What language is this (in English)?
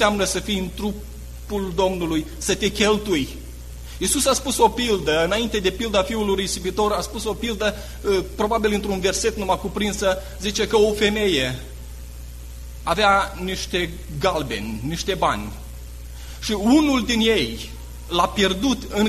Romanian